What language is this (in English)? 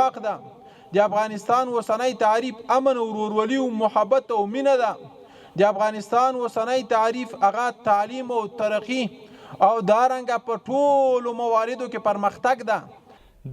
Pashto